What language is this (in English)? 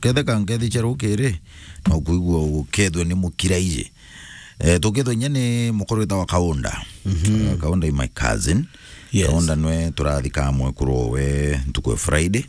Meru